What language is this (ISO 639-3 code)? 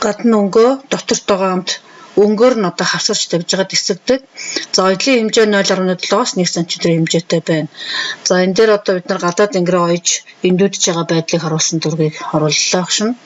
mon